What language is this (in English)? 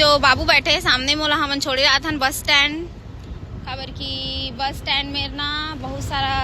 Chhattisgarhi